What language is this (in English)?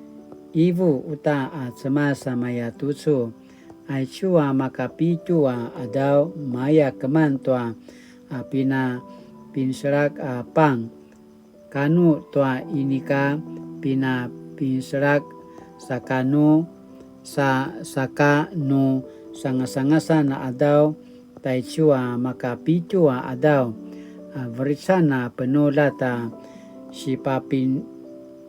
Paiwan